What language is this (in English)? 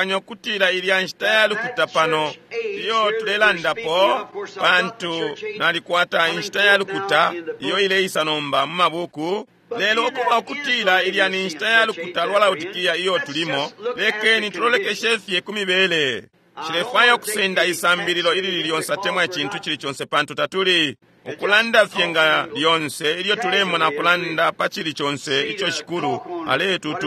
Bemba